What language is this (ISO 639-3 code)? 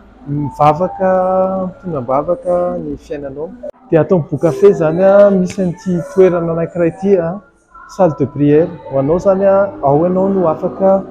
mlg